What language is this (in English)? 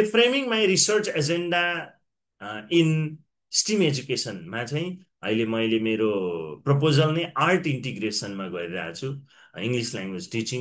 Nepali